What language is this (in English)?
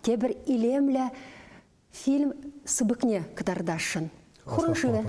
Chuvash